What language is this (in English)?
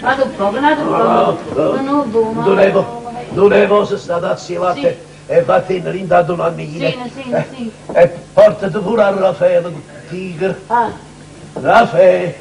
Neapolitan